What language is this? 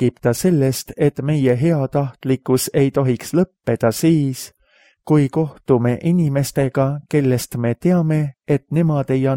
Estonian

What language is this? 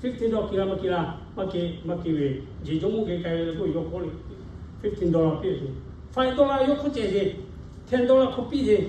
Lahu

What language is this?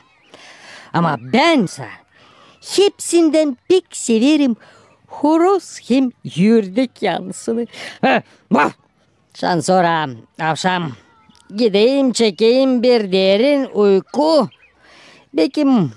Gagauz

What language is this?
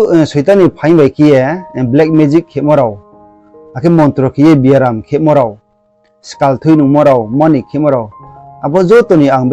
Riang (India)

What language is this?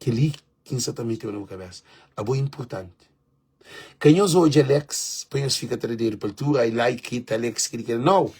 Kabuverdianu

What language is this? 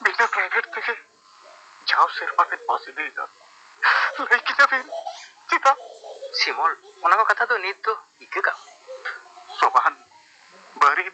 Santali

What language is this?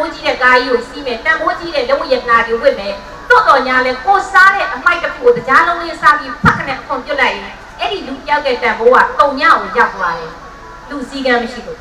Burmese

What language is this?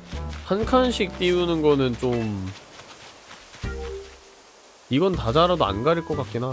Korean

